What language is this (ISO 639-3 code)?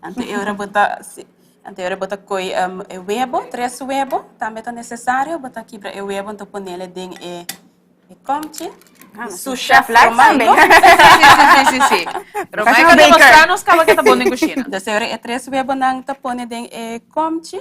pap